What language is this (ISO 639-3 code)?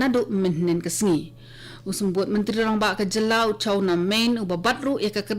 kha